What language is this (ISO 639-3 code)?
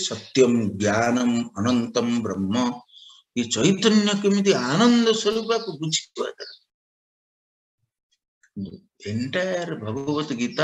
ori